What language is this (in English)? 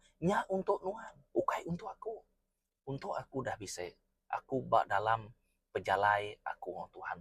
Iban